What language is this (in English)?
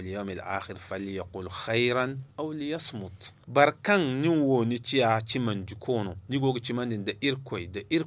Zarma